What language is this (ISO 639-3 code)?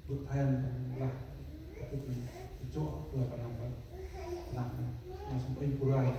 cmo